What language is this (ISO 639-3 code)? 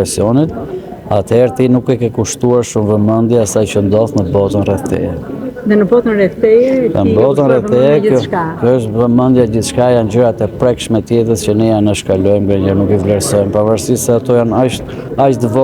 sqi